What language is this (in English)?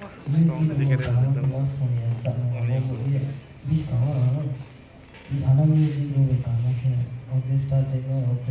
Kok Borok